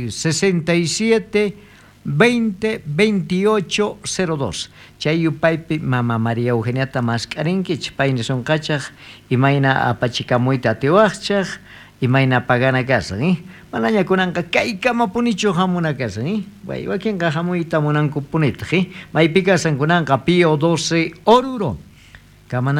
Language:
South Bolivian Quechua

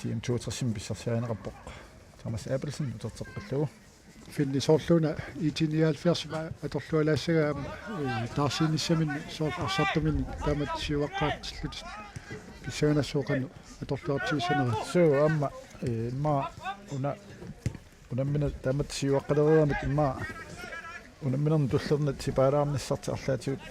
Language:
Kalaallisut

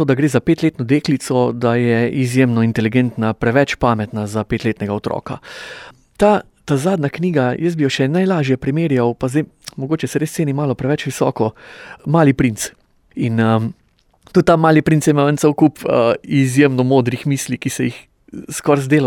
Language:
Slovenian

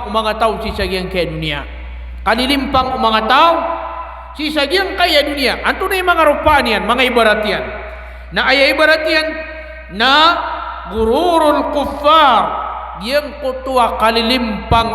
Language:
Maranao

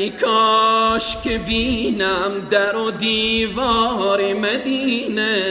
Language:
Persian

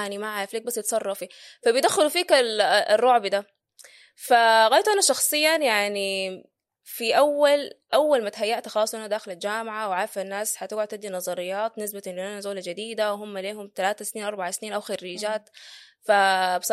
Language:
Sudanese Arabic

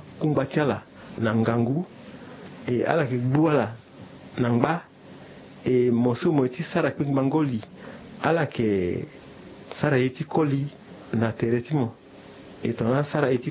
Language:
Sango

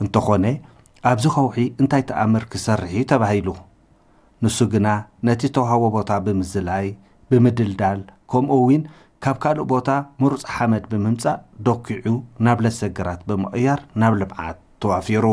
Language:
Tigrinya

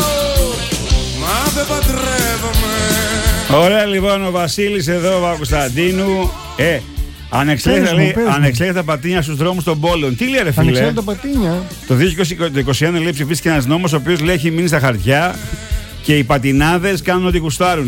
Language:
Greek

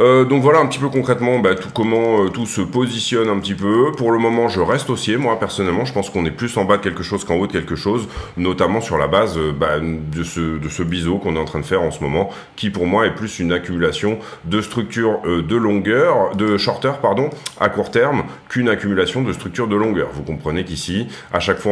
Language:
French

